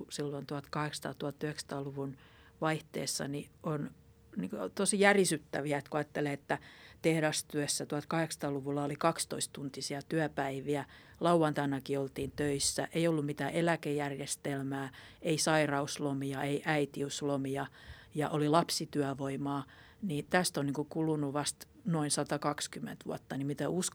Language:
Finnish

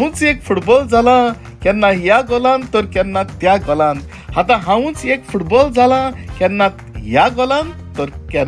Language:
Konkani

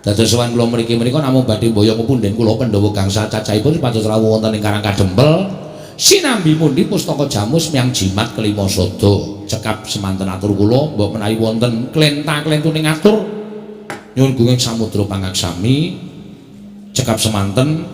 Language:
Javanese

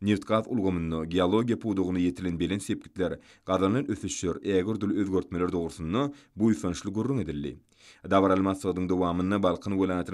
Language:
Turkmen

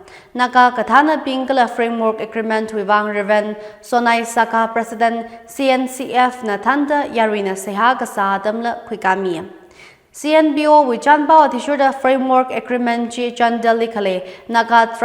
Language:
Tangkhul Naga (India)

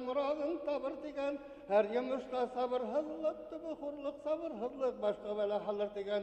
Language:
Bashkir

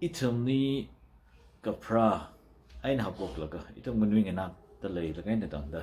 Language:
Tangkhul Naga (India)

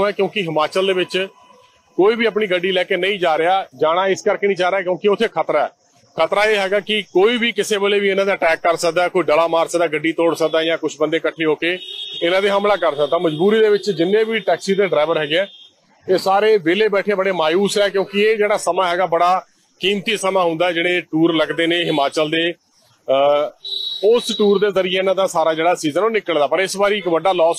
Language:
Punjabi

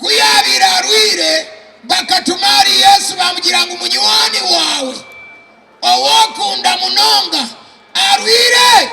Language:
Nyankole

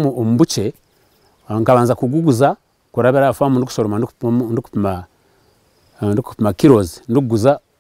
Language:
Nyankole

